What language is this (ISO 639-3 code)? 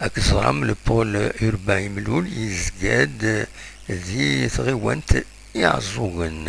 kab